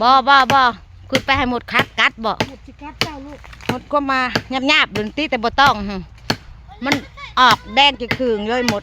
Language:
Northeastern Thai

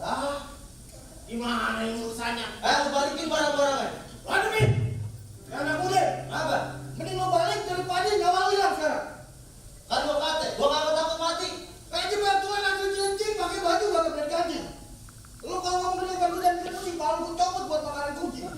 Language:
Betawi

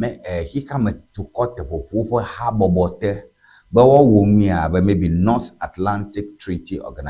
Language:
Ewe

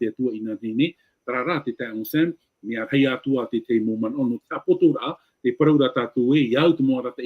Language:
Tahitian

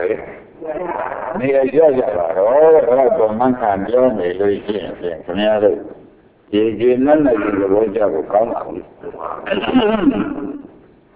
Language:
Burmese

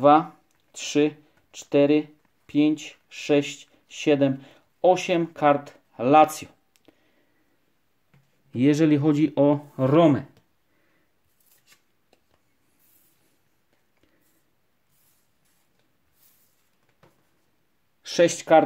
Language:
Polish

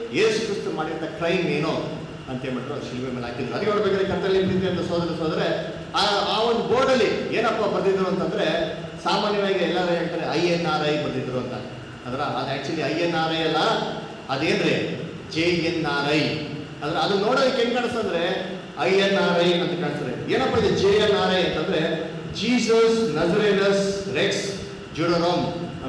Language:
Kannada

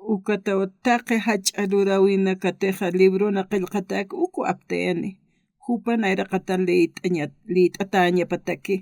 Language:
Aymara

